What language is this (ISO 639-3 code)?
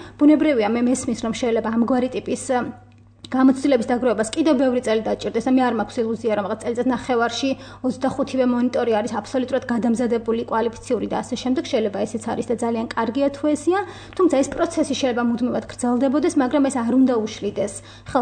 kat